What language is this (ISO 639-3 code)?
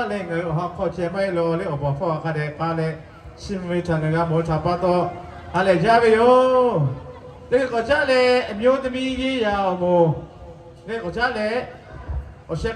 lhu